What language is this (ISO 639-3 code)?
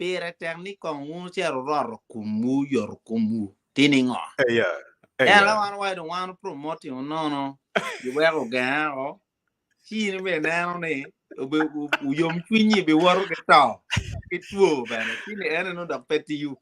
ach